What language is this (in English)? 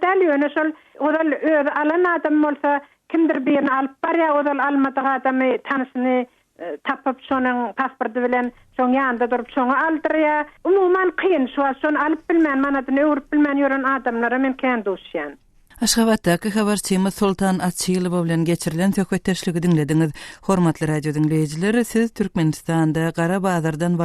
Turkmen